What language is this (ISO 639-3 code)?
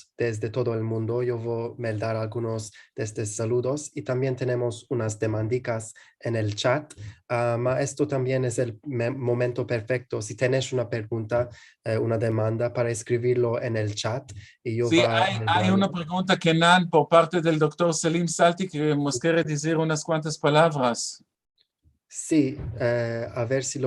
lad